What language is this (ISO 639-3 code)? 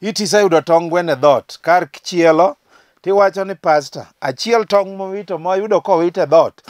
luo